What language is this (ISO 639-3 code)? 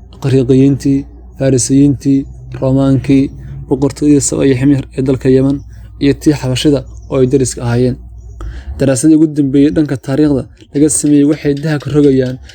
som